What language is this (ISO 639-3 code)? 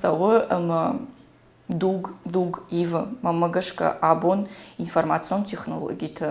oss